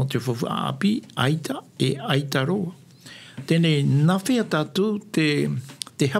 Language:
Tahitian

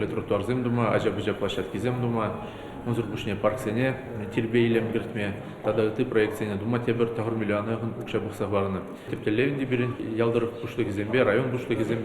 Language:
Chuvash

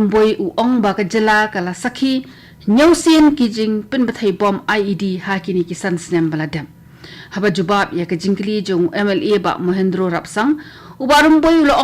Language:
Khasi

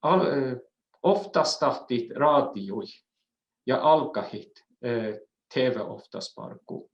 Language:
Northern Sami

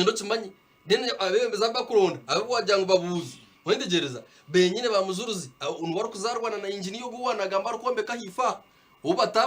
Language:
Nyankole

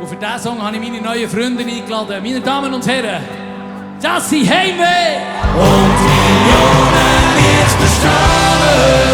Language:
Swiss German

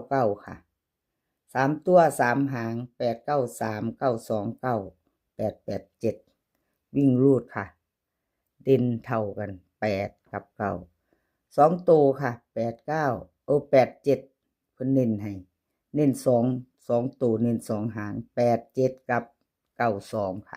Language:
Northeastern Thai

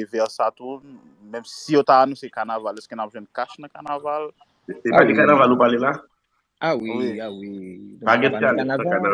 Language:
Haitian Creole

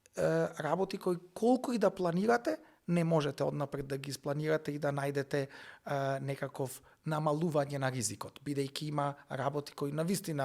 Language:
Macedonian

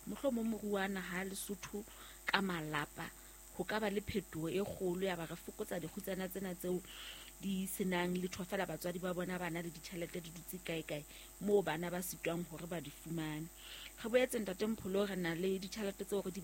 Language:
Southern Sotho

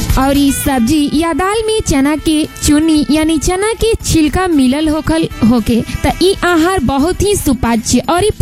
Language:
Bhojpuri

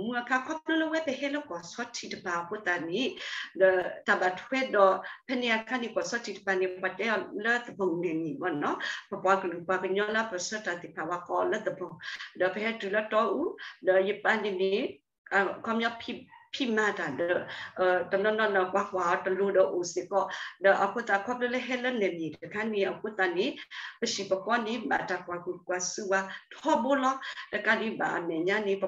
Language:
S'gaw Karen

